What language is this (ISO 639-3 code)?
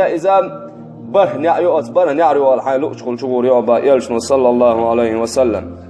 che